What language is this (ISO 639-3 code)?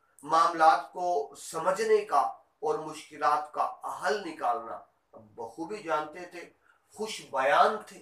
urd